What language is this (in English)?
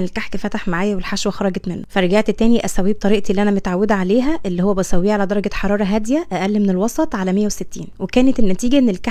Egyptian Arabic